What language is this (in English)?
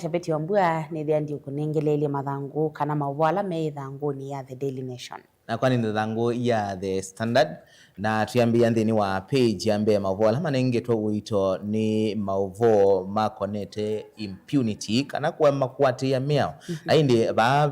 Kamba